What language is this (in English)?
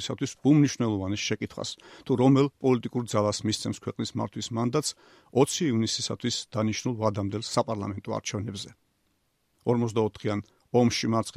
Georgian